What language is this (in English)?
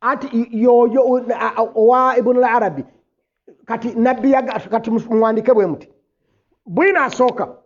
Ganda